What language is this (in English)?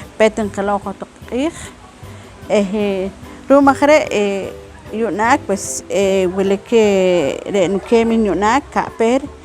Poqomchi'